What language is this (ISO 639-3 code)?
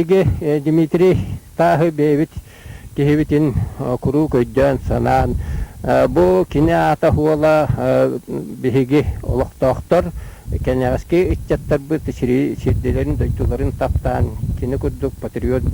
sah